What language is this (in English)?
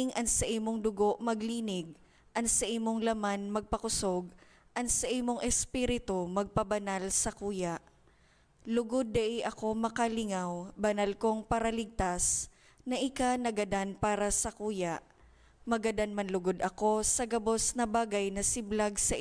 Bikol